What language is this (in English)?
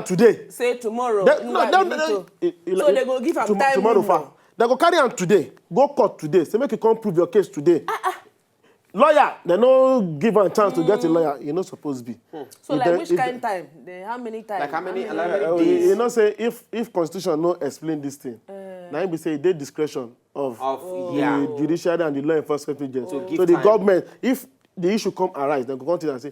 Nigerian Pidgin